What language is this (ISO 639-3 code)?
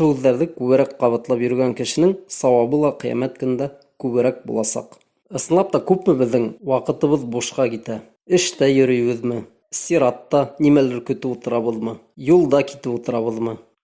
bak